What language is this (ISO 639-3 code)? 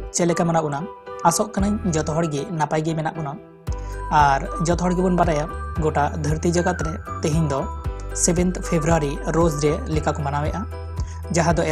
sat